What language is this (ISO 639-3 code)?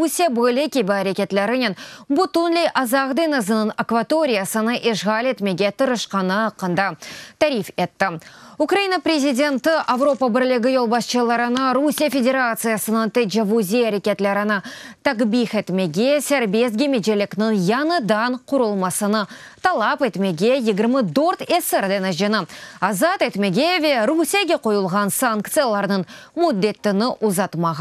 crh